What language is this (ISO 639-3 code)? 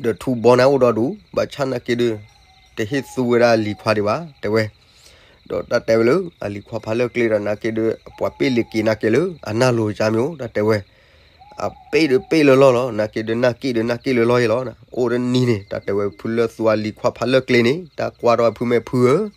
ksw